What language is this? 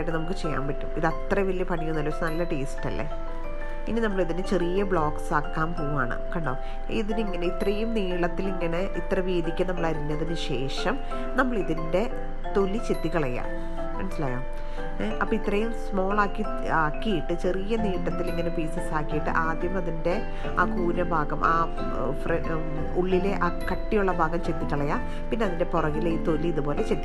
Malayalam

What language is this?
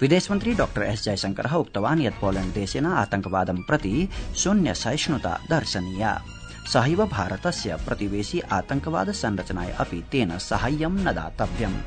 Sanskrit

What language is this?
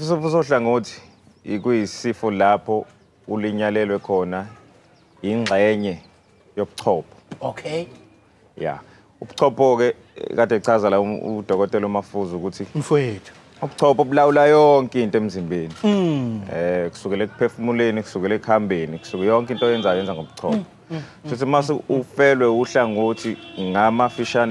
Zulu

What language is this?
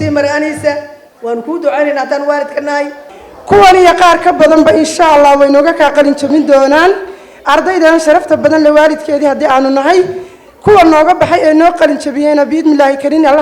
Somali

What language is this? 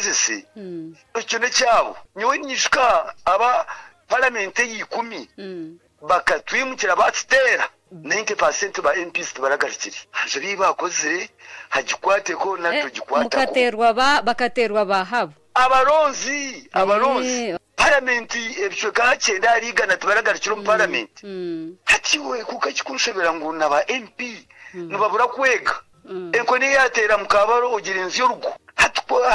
Kinyarwanda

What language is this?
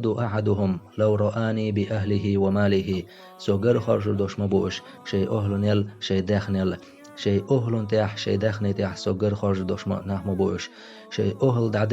Chechen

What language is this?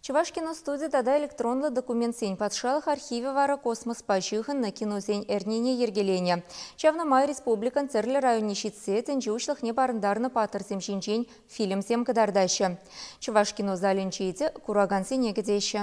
Chuvash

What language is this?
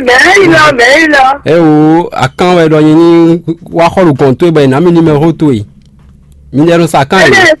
Fon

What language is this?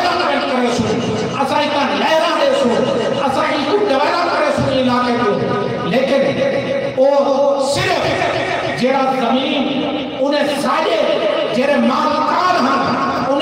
Saraiki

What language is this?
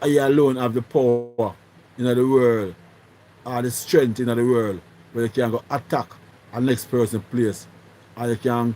Jamaican Creole English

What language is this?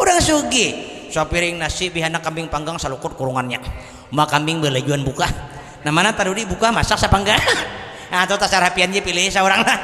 Banjar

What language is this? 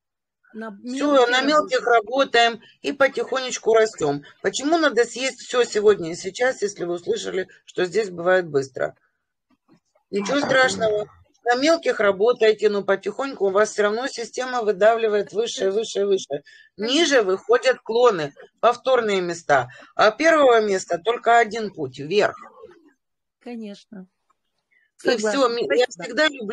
Russian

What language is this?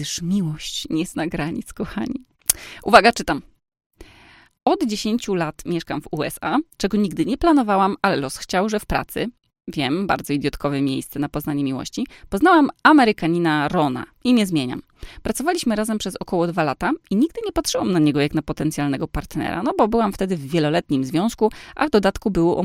Polish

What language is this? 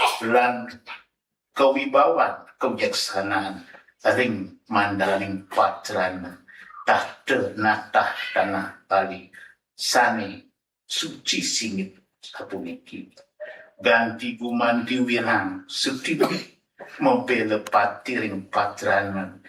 Balinese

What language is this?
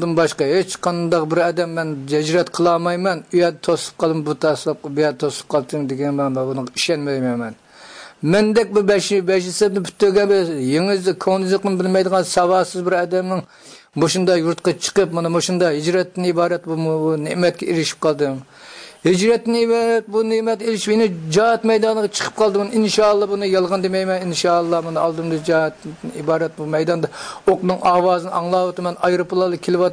Uyghur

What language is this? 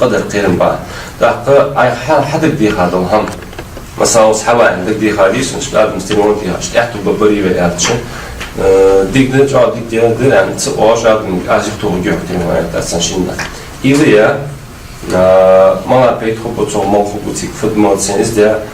Ingush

